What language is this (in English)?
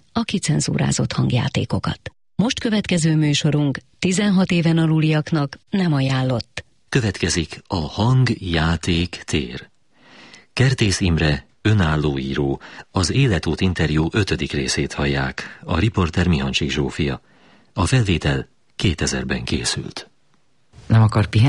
Hungarian